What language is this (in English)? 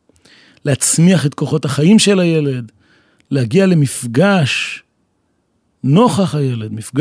Hebrew